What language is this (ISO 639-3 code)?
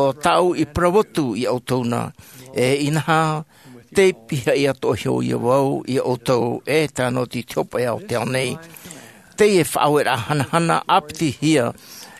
tah